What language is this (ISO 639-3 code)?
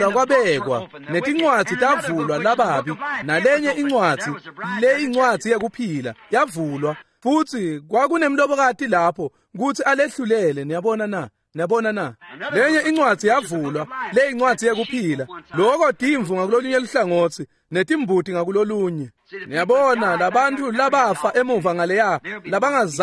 ssw